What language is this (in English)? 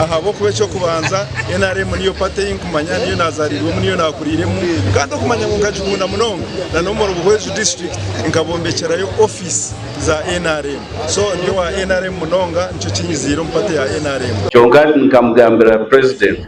Nyankole